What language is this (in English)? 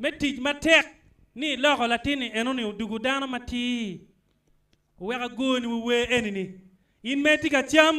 Acoli